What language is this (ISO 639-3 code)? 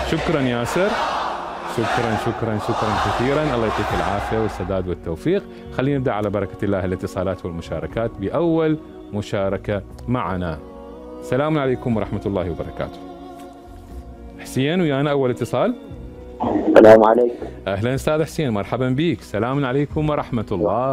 acm